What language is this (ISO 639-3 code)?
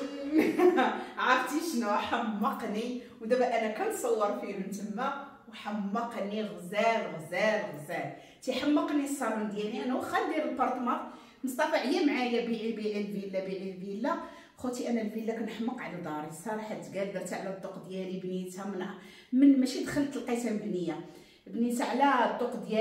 ary